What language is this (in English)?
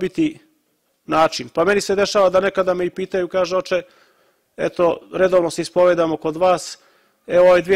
Serbian